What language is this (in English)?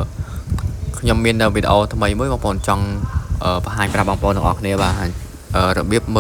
Khmer